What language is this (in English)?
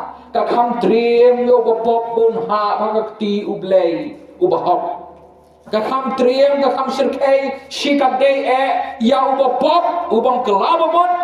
Khasi